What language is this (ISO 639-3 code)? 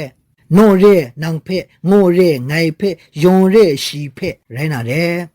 kac